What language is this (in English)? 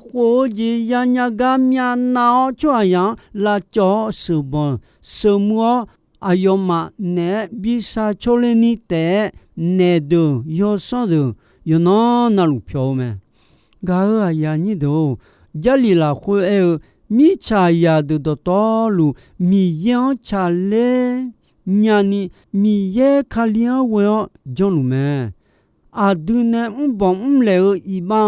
Akha